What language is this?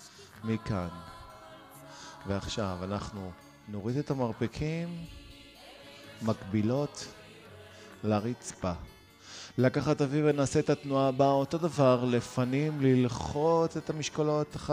Hebrew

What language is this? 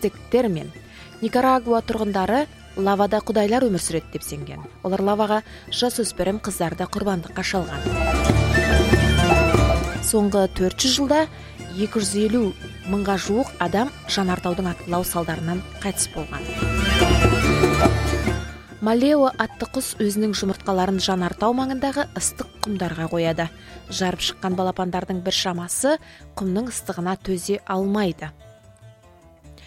Kazakh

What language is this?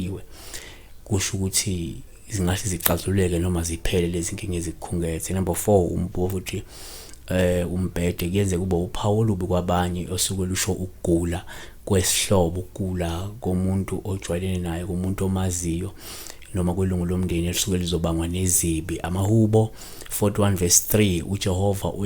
Zulu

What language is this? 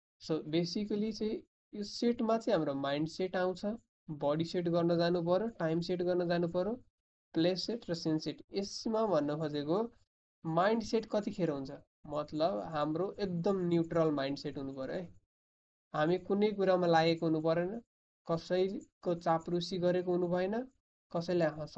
Nepali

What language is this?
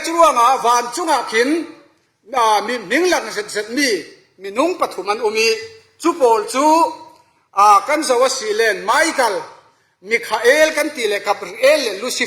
Falam Chin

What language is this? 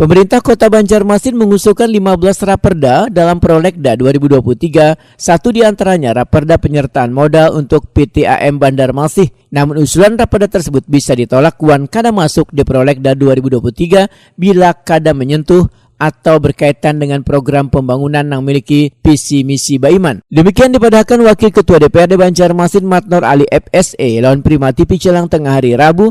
Banjar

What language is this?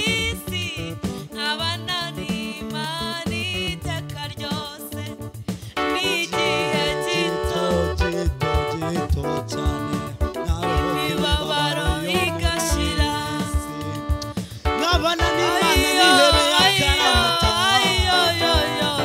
Kinyarwanda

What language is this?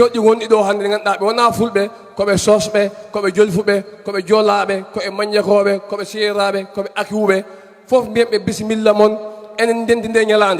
Fula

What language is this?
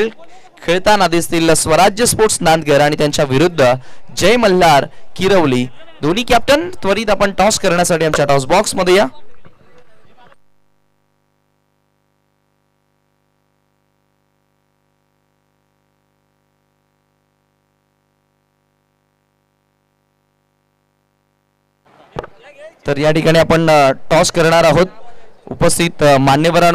Marathi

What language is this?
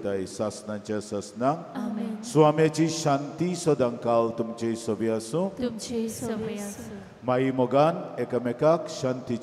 Konkani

